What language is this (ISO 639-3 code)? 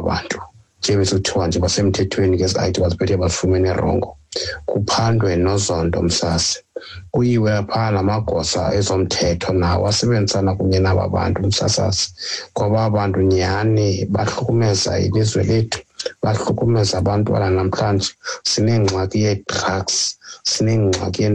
xho